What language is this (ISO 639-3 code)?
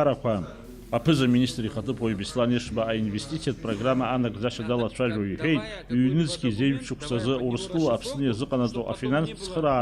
abk